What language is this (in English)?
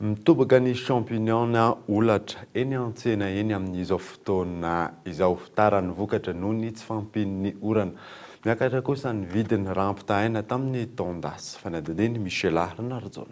Malagasy